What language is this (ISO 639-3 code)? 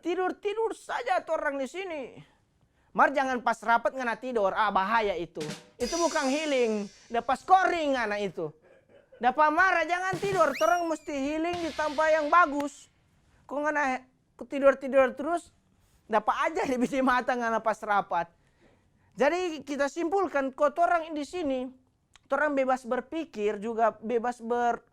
xmm